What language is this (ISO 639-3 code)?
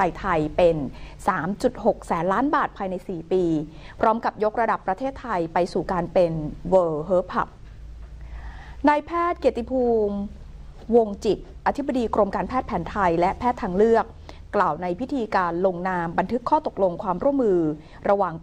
tha